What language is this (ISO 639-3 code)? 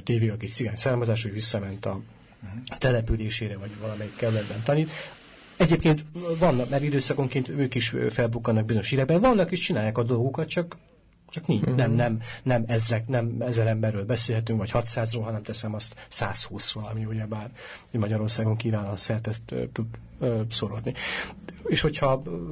hun